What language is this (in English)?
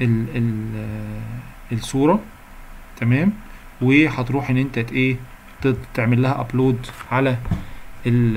Egyptian Arabic